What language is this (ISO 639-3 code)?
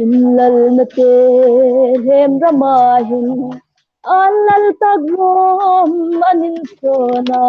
hmr